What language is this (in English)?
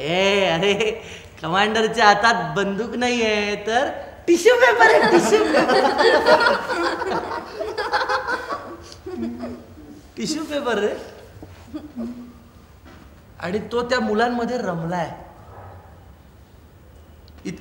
Marathi